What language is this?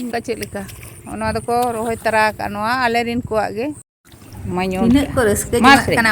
Santali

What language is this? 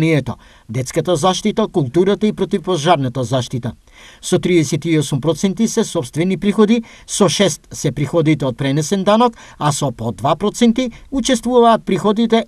Macedonian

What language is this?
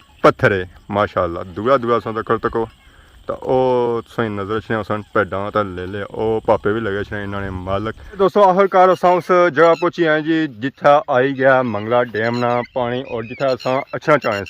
Pahari-Potwari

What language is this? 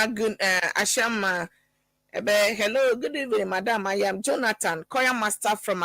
Ewe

